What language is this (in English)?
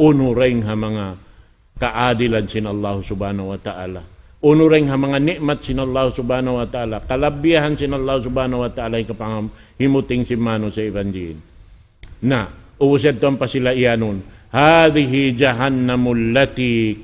Tausug